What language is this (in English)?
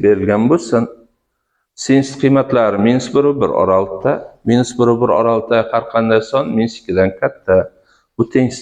Uzbek